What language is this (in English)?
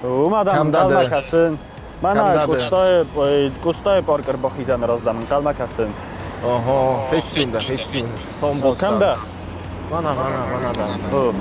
Ossetic